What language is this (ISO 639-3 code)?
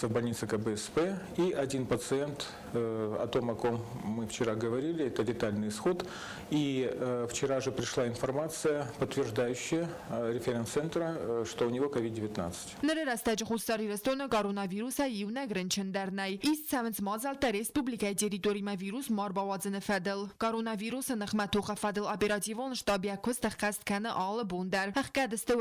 oss